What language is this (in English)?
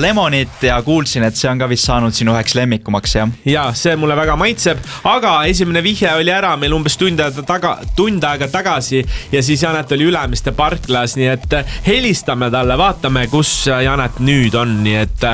Estonian